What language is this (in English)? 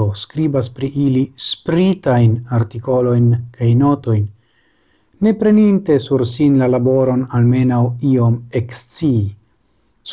Esperanto